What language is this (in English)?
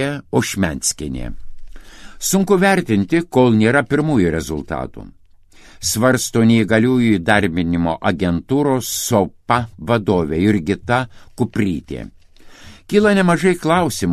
Lithuanian